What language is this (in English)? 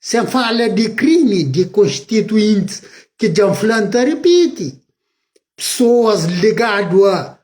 Kabuverdianu